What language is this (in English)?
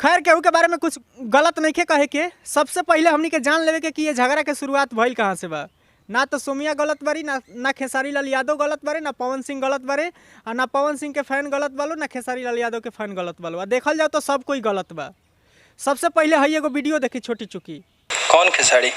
Bhojpuri